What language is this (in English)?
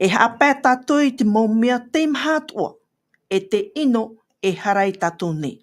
Tahitian